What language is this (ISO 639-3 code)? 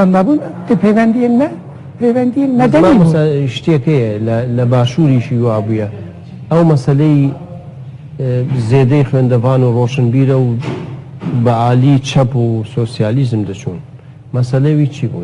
kur